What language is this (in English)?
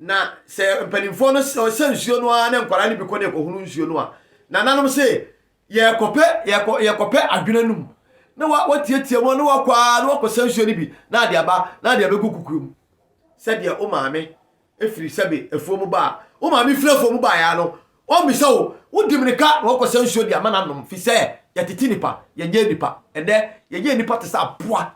Akan